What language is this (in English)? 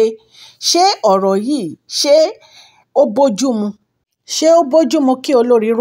Yoruba